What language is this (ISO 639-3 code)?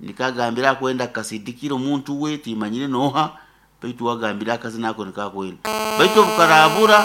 nyo